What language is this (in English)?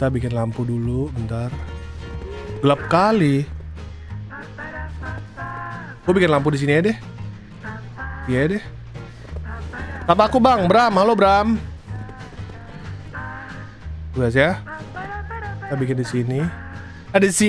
Indonesian